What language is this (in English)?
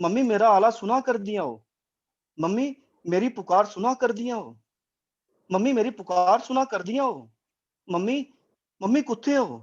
Dogri